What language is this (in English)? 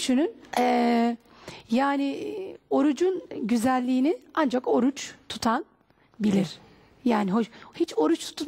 Turkish